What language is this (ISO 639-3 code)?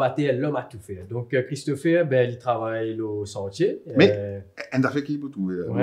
mfe